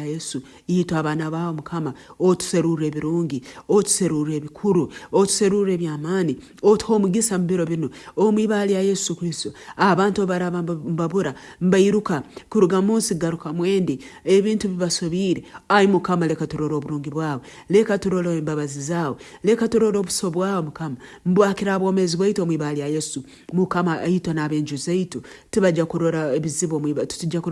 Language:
Nyoro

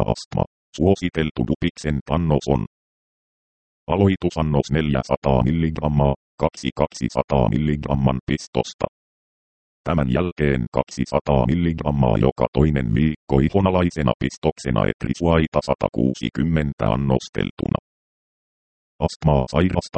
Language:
Finnish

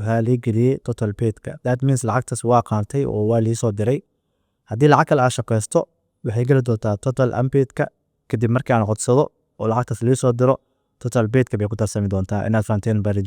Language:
Somali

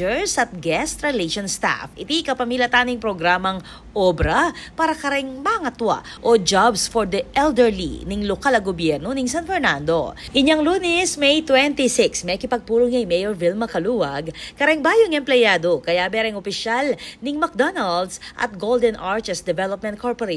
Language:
Pampanga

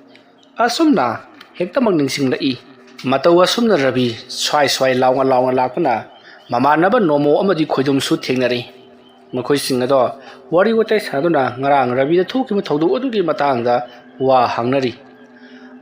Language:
Manipuri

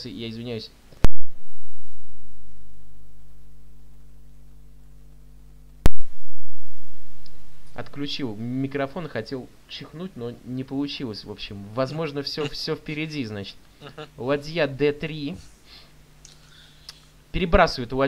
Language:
Russian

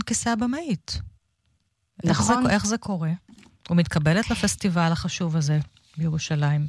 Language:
Hebrew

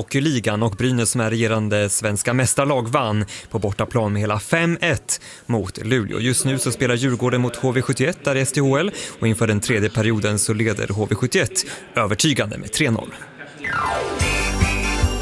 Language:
Swedish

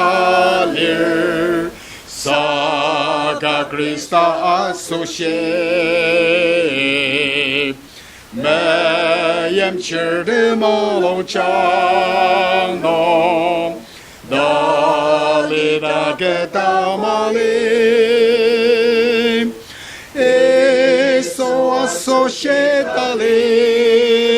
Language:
Ao Naga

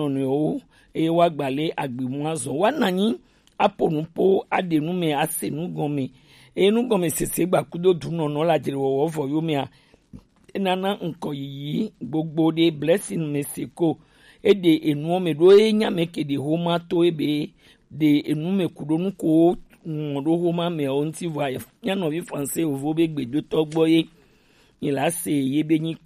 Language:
Gen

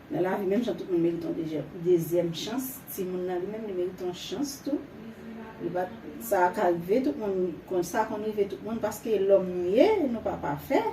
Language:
Haitian Creole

